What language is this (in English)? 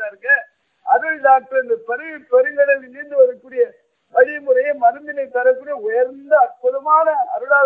Tamil